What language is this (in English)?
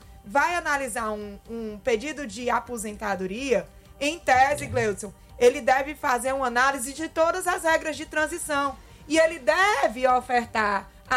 Portuguese